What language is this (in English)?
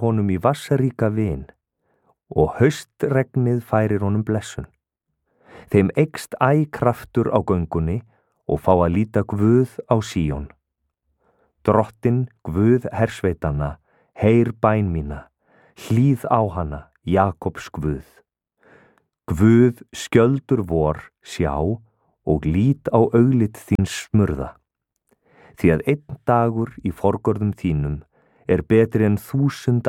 Icelandic